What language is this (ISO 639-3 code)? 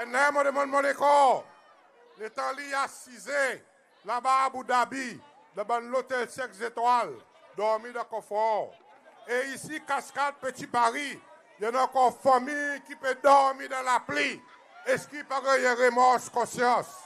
crs